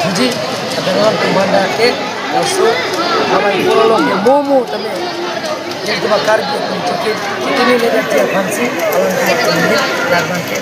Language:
Karbi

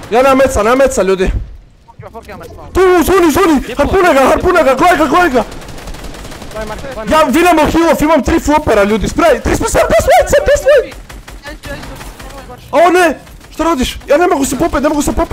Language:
Croatian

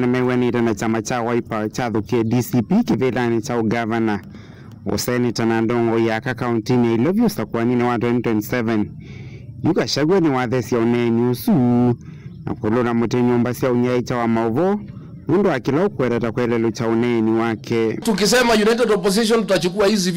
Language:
Kamba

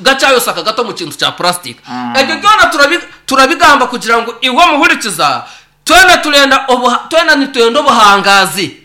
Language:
Nyankole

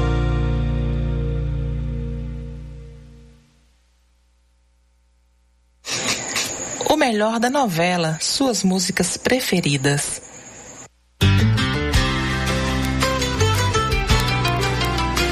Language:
Portuguese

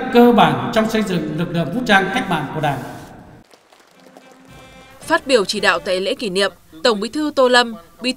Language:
Vietnamese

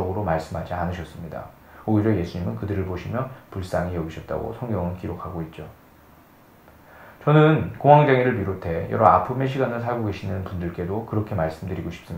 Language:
Korean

